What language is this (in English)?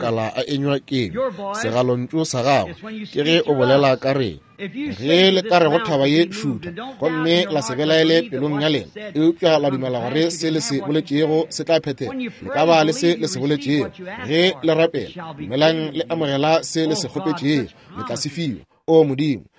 Northern Sotho